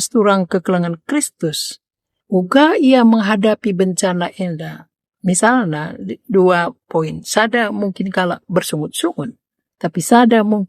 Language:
Batak Karo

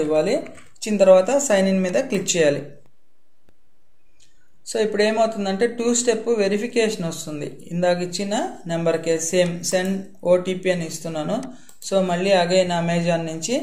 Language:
Telugu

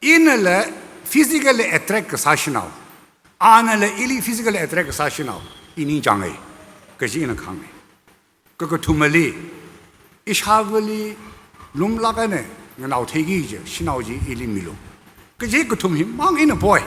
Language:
Tangkhul Naga (India)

